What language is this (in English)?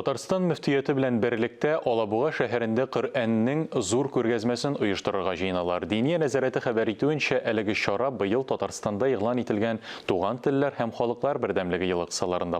Tatar